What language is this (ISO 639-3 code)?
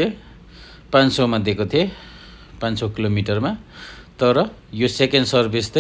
nep